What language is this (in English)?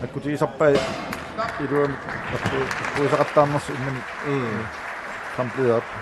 Kalaallisut